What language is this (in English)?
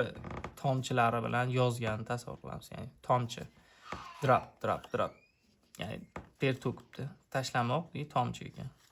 Uzbek